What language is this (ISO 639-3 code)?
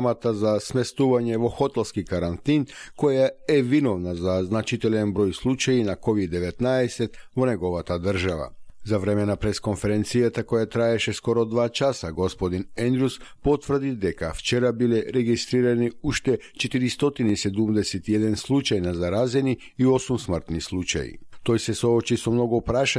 mkd